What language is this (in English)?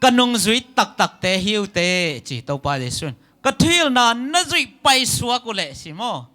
Tedim Chin